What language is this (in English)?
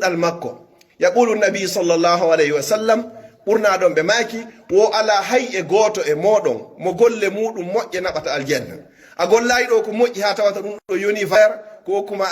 Pular